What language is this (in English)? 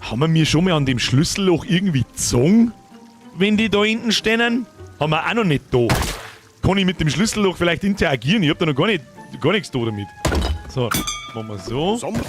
Bavarian